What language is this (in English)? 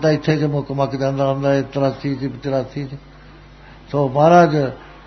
Punjabi